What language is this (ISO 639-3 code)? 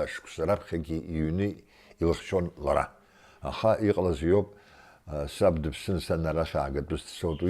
abk